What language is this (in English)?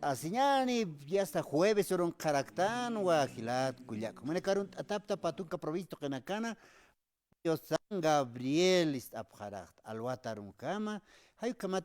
Aymara